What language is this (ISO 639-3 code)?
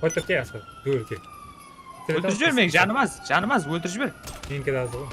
kaa